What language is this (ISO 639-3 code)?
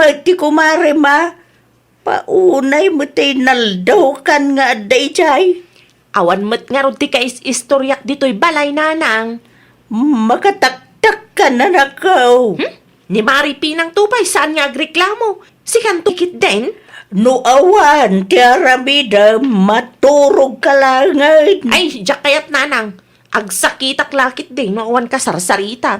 ilo